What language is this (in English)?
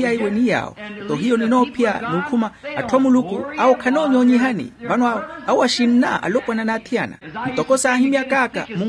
Makhuwa